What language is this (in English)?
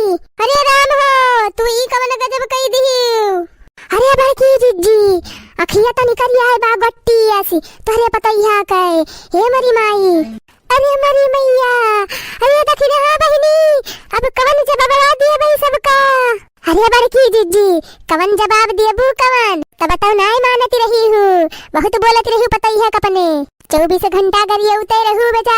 Awadhi